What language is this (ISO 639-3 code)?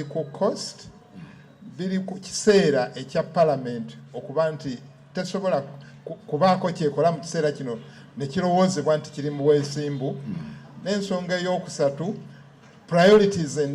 lug